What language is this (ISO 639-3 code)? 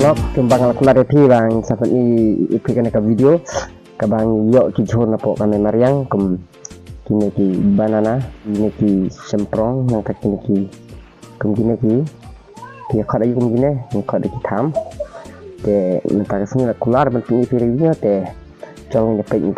kha